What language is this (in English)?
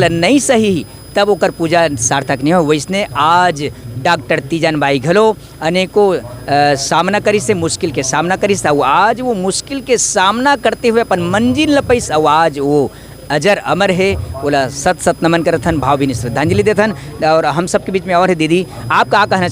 Chhattisgarhi